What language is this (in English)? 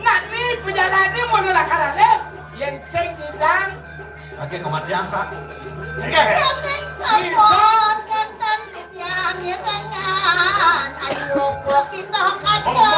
Balinese